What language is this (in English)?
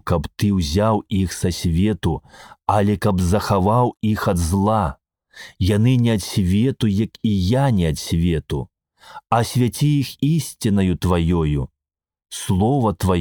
Belarusian